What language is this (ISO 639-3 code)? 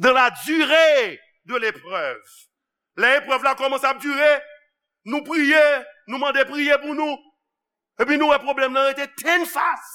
hat